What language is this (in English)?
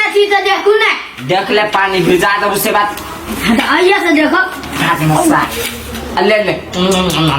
Maithili